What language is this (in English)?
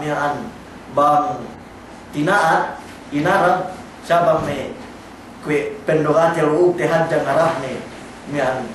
Yakan